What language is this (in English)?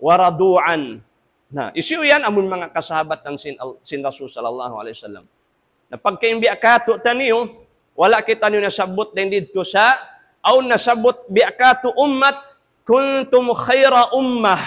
Tausug